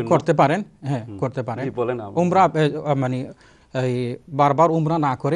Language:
Bangla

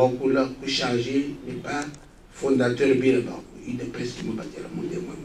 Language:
Luba-Lulua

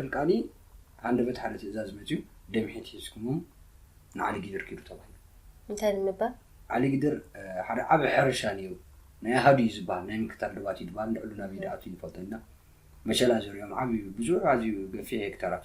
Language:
Tigrinya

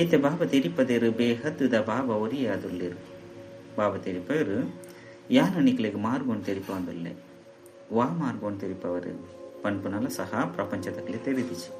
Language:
Tulu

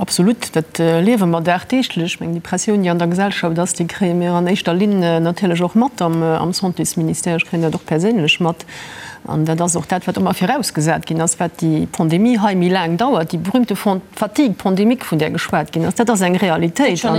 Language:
Luxembourgish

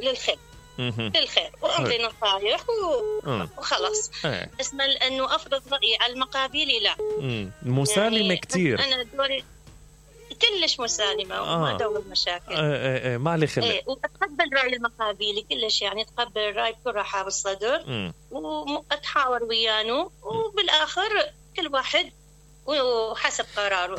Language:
Mesopotamian Arabic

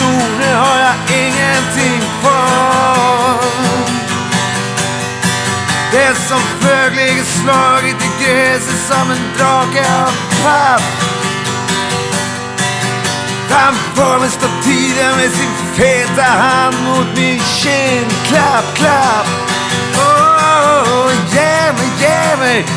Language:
Swedish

